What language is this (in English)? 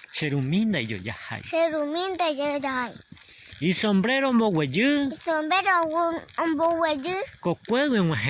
Guarani